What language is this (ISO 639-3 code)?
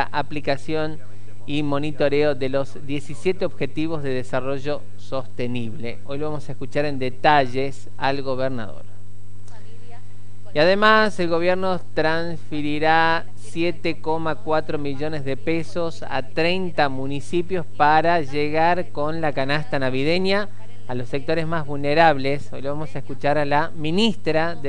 spa